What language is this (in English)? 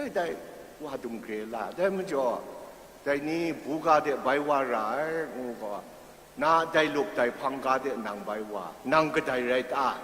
Kachin